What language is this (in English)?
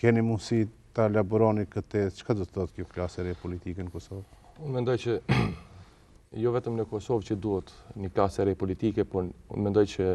Albanian